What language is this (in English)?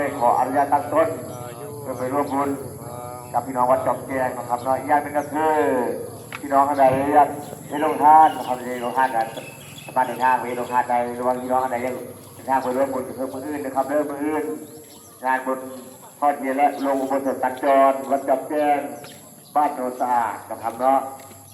Northeastern Thai